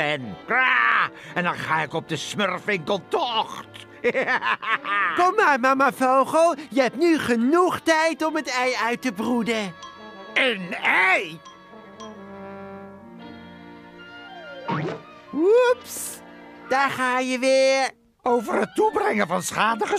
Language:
Dutch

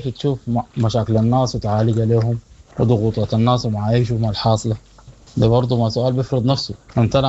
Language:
Sudanese Arabic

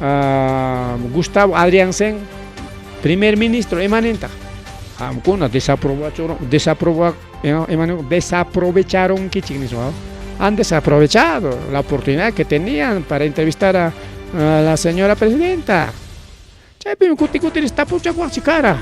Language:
Ayacucho Quechua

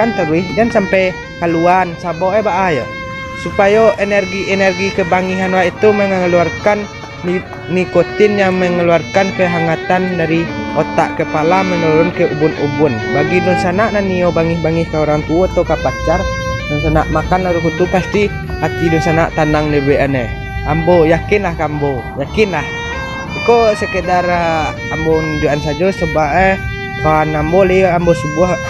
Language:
Minangkabau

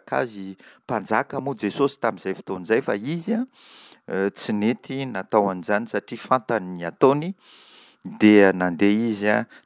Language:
Malagasy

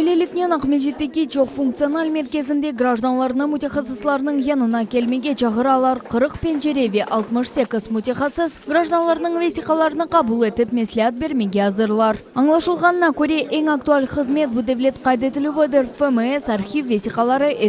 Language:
Crimean Tatar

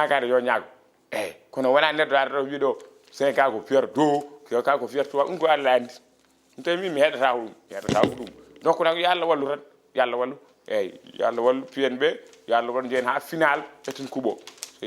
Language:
Fula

